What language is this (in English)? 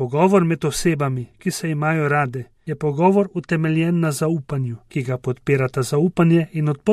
Slovenian